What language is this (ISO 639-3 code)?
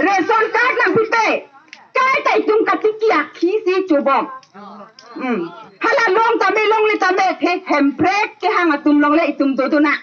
mjw